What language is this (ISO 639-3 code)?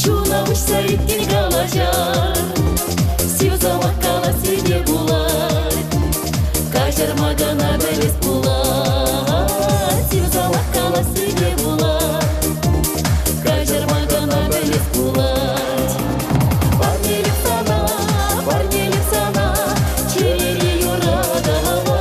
chv